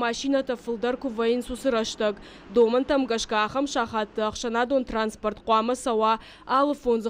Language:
Ossetic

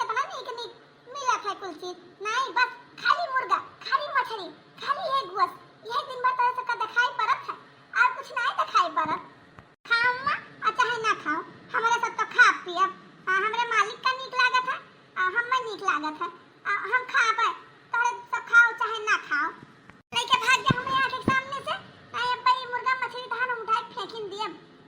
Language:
Awadhi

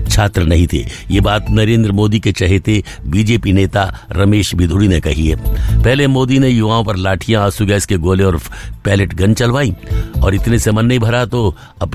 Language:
Hindi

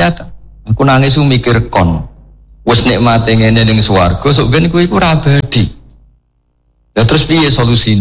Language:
Javanese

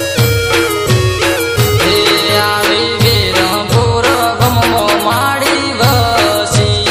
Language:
Gujarati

